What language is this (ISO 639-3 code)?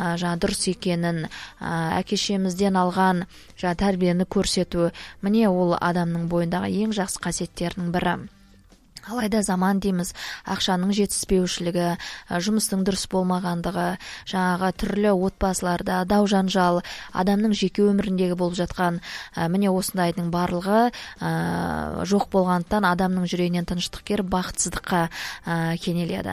kaz